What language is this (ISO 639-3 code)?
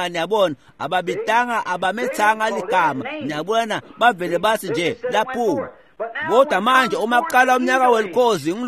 ssw